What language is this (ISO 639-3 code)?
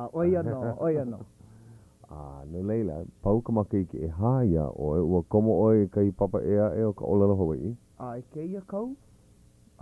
haw